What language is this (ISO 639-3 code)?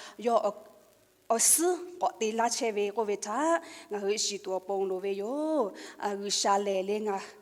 lhu